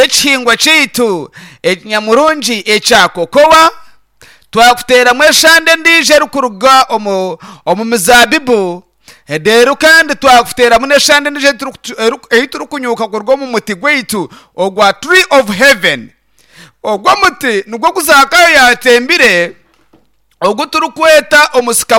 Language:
Nyankole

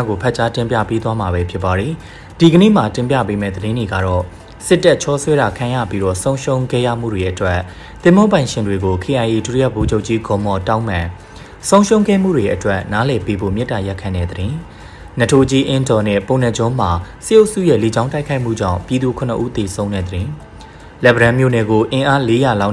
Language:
Burmese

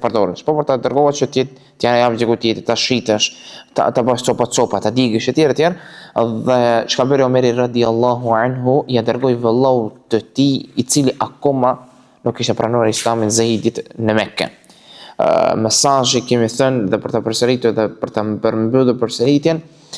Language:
Albanian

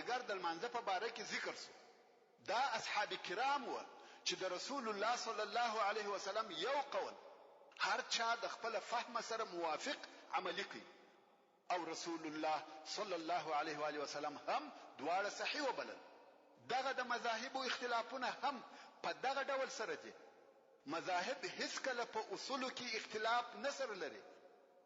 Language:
Pashto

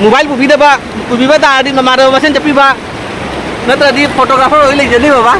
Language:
Manipuri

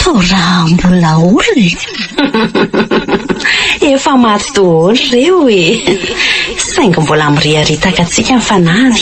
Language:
Malagasy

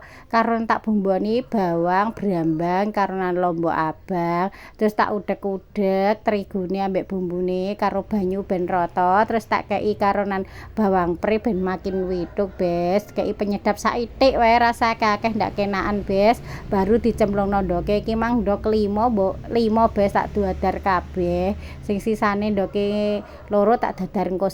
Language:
Javanese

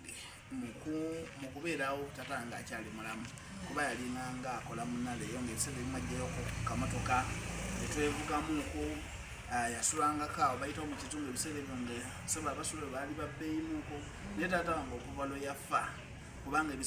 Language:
Ganda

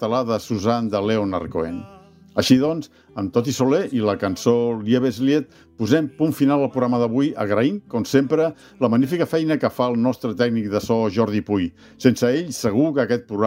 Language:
Catalan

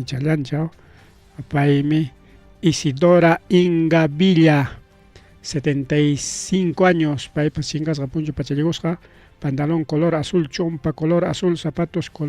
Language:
Ayacucho Quechua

